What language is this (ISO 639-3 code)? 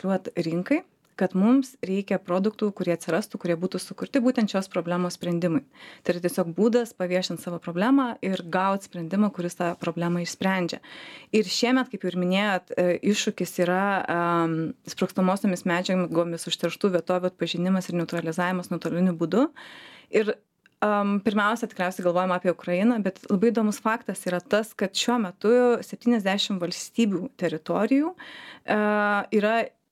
lit